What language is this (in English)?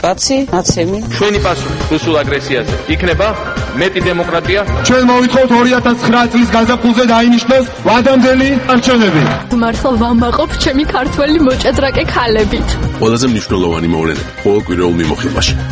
Georgian